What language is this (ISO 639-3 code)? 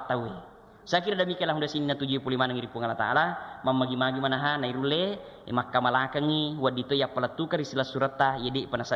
bug